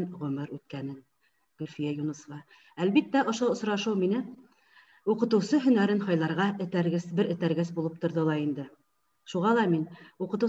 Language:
Bashkir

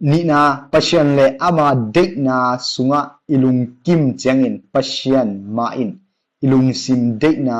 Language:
Tedim Chin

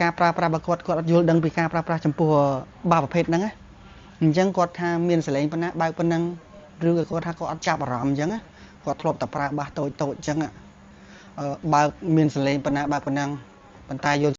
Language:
Khmer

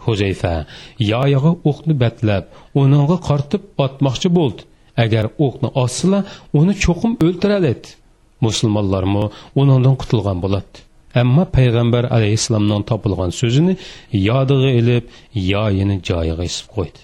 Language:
Uyghur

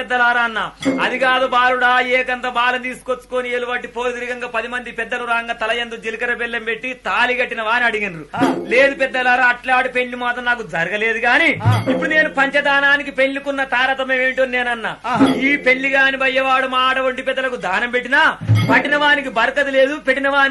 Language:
Telugu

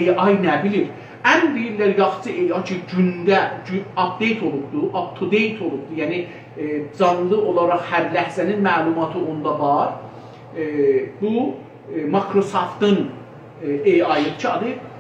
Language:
South Azerbaijani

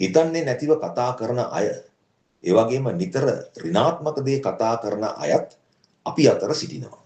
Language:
Sinhala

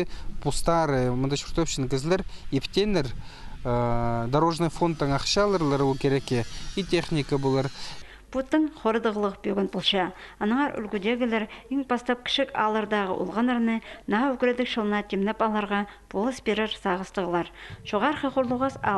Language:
Khakas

